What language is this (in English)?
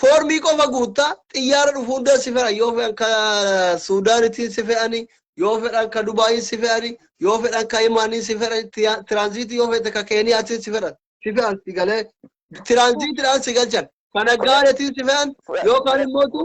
Oromo